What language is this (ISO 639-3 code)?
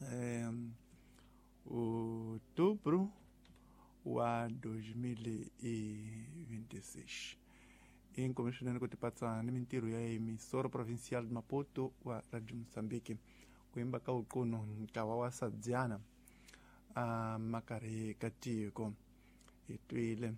tso